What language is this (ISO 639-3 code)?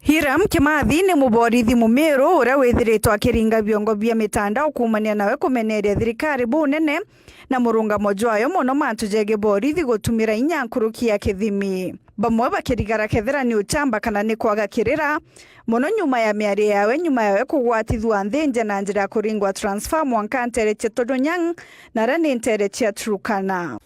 mer